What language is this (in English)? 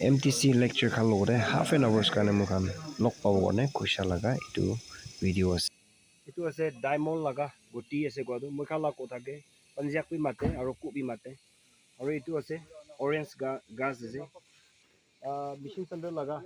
Naga Pidgin